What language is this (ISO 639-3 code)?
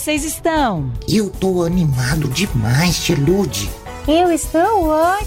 por